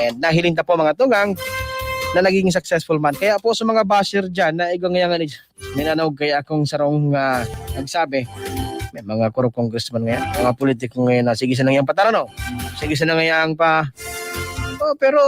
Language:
Bikol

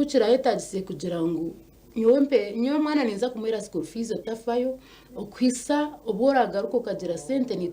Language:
Nyankole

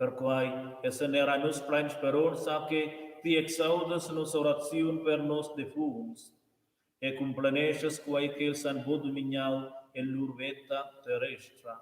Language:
Romansh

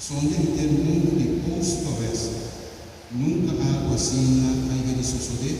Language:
Papiamento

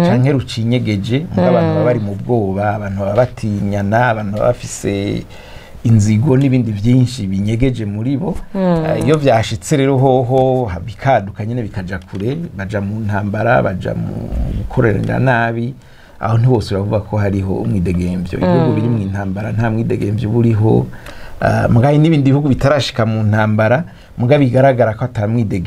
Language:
Rundi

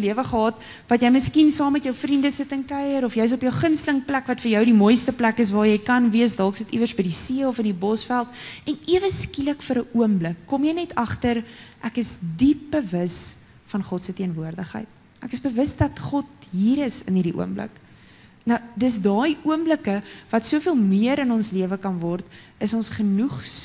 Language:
Afrikaans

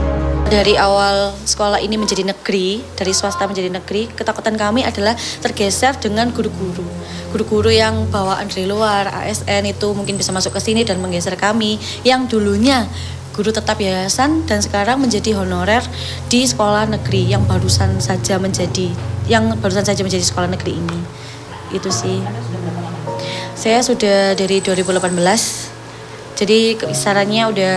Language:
Indonesian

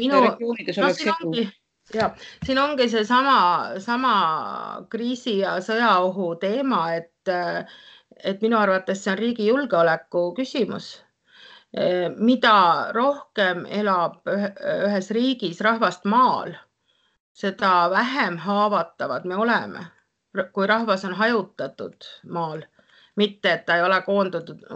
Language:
Estonian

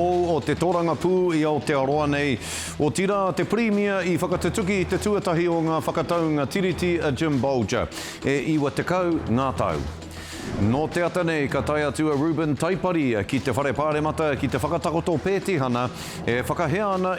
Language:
Māori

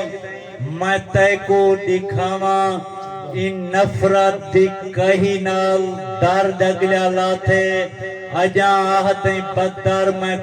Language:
Saraiki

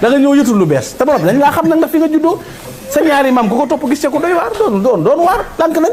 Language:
Wolof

